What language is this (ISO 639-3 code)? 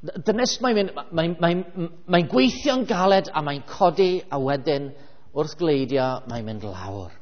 cym